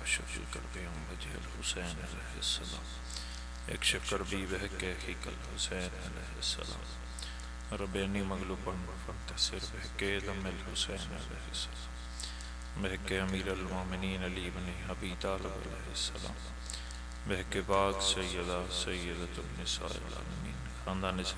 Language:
Pahari-Potwari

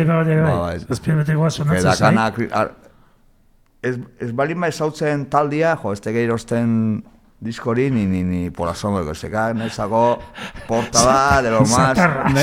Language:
Basque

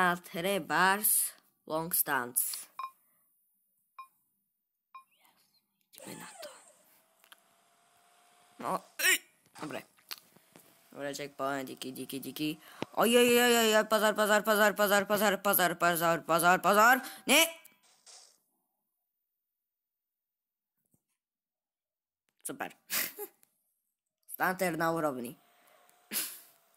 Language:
Slovak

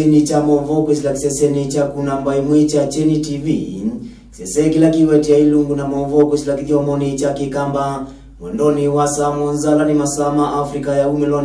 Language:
Kamba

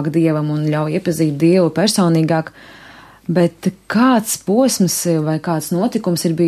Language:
Latvian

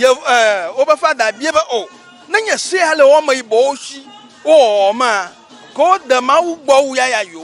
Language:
Ewe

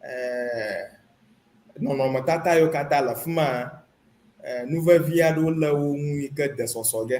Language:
Ewe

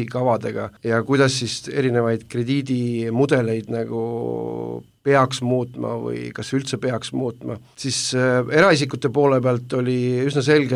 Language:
Estonian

